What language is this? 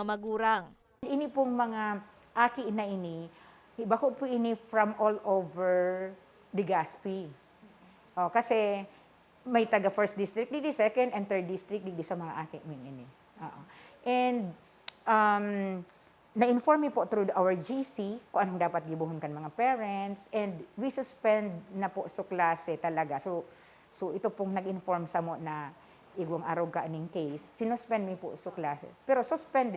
Bikol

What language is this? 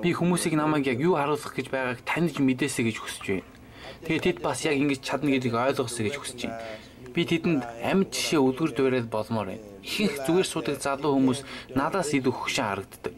Mongolian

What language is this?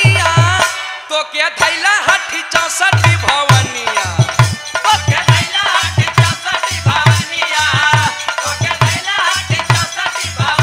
Bhojpuri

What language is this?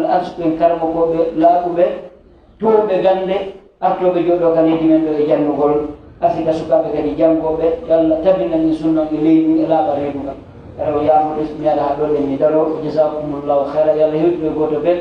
Fula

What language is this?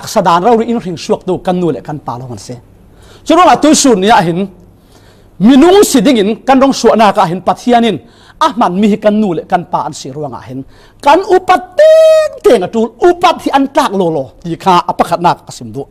Falam Chin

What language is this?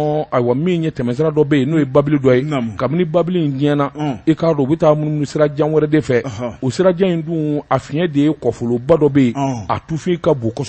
Bambara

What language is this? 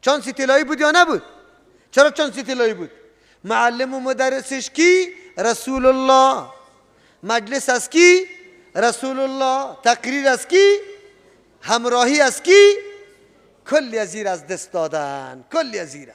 Persian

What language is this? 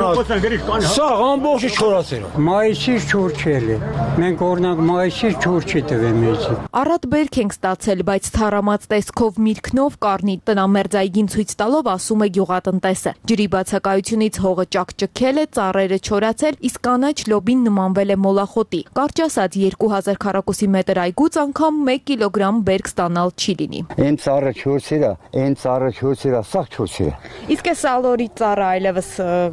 Armenian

